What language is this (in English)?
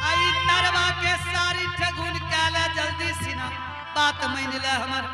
Angika